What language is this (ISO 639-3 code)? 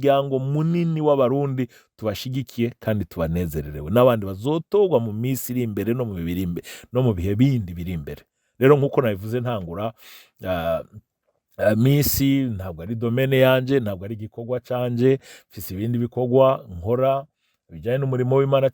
run